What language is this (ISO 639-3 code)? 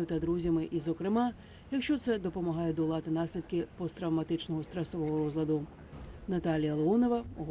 ukr